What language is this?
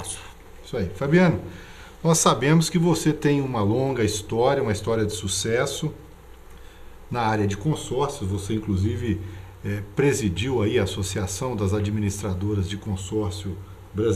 Portuguese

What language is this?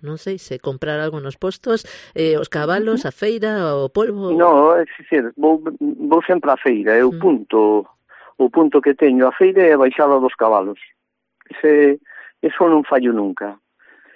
Galician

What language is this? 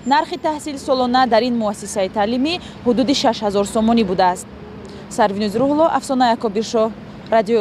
Tajik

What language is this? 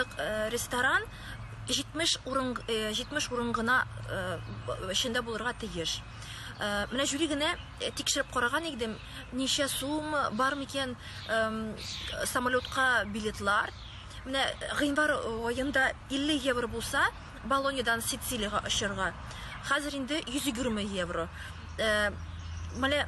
Tatar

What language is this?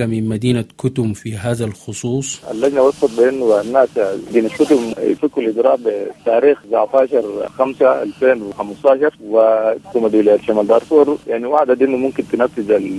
Sudanese Arabic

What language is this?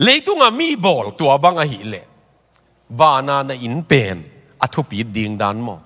Tedim Chin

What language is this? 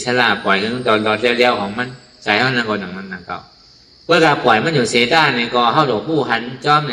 Shan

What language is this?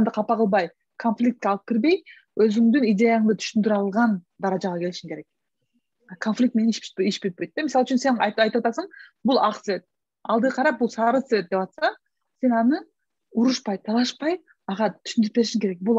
Kyrgyz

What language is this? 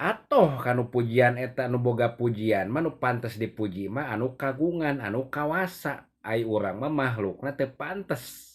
Sundanese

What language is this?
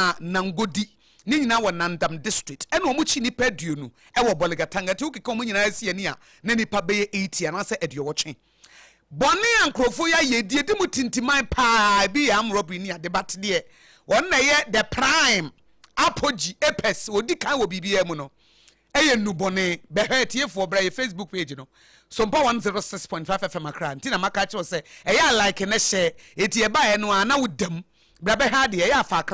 Akan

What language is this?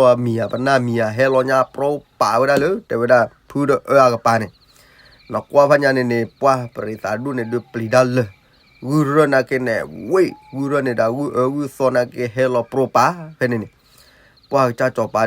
S'gaw Karen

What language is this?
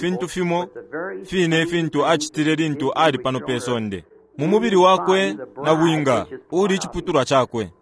Bemba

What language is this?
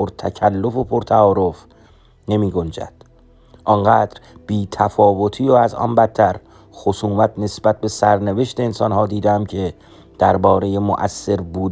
Persian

